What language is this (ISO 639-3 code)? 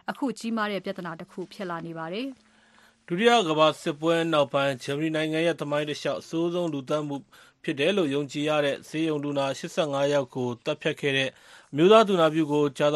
mya